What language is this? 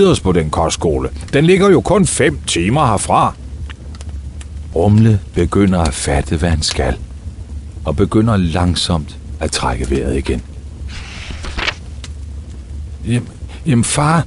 Danish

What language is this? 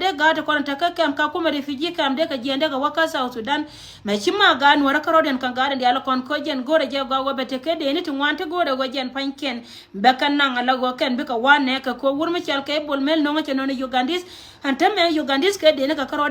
Nuer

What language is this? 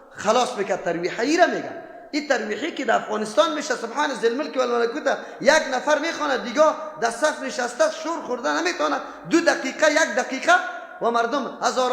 Persian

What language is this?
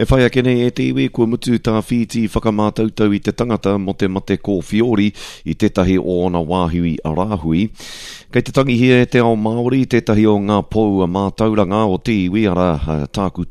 Māori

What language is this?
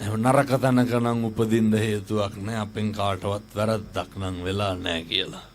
Sinhala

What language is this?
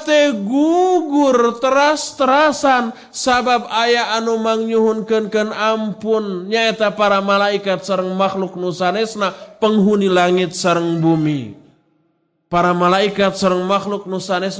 Sundanese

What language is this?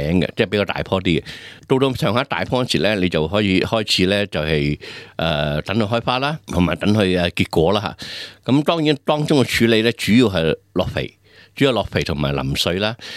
Cantonese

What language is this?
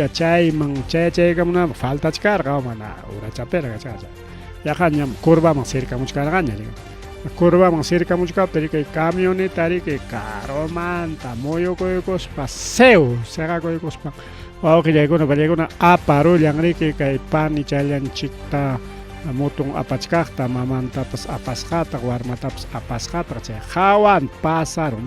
Ayacucho Quechua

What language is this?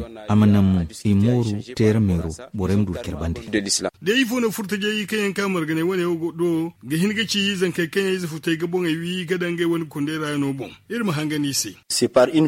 Zarma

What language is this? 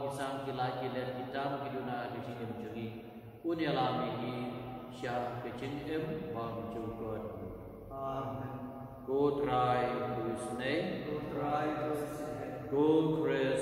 Khasi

